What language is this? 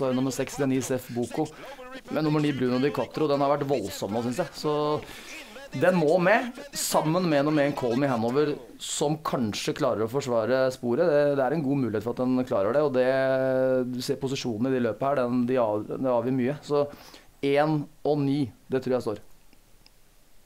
Norwegian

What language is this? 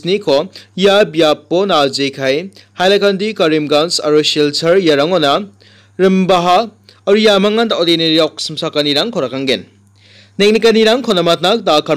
Garo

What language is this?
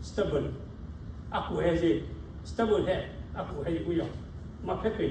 Lahu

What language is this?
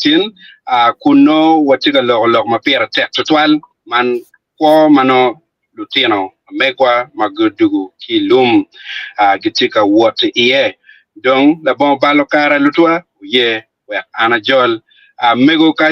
Acoli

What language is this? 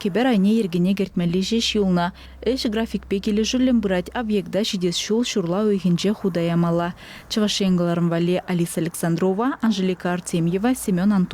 Chuvash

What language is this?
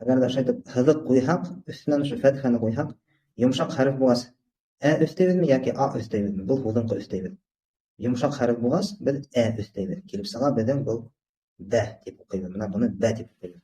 Bashkir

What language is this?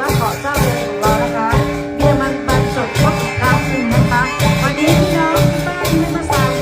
Lahu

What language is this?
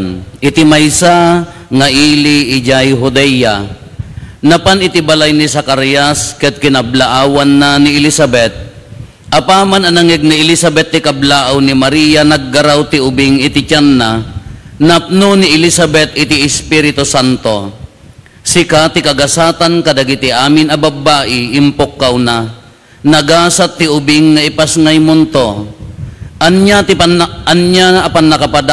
Iloko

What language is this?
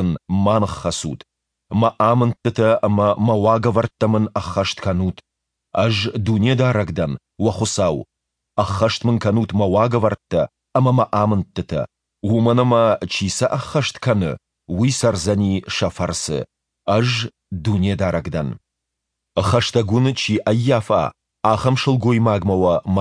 Ossetic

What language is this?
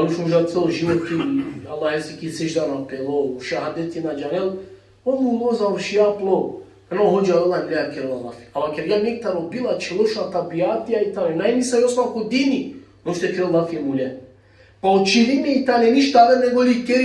Balkan Romani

